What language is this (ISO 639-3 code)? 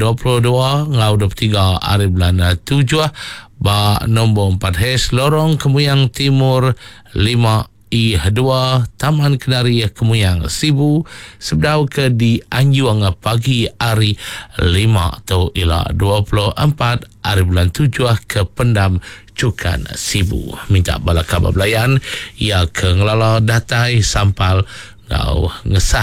iba